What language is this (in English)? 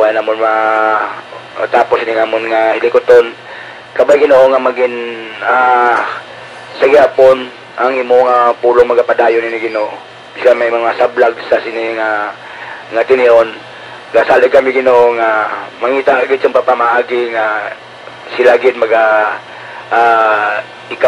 Hiligaynon